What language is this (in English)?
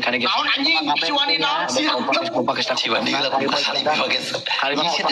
Sundanese